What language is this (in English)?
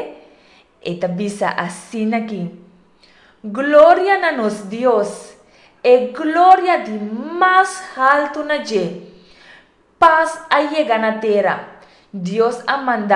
Papiamento